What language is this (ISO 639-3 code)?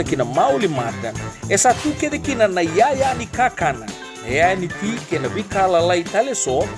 fij